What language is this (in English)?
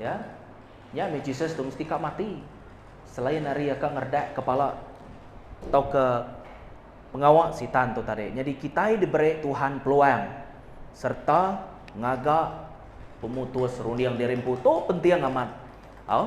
Iban